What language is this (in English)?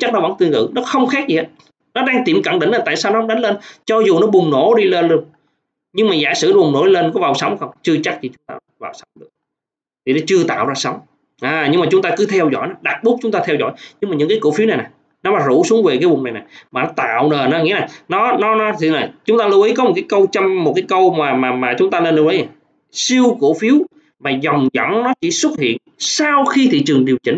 Vietnamese